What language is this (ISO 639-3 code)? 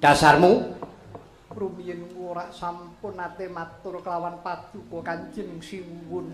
jav